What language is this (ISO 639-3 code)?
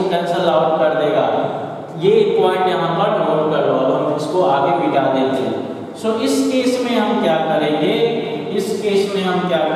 hin